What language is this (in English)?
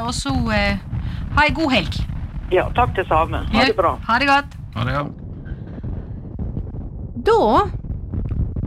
Norwegian